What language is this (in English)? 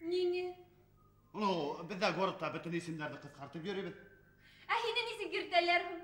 Bashkir